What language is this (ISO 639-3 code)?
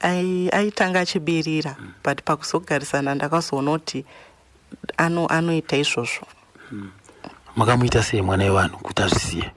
sna